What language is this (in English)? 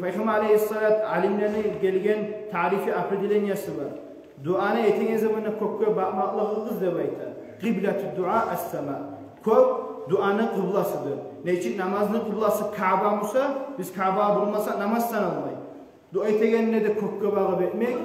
Kumyk